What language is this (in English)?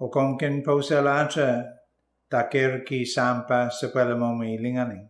Pohnpeian